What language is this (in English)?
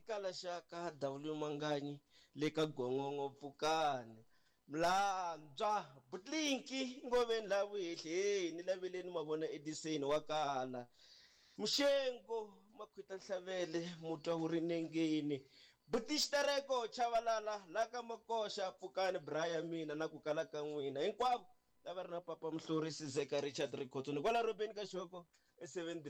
Tsonga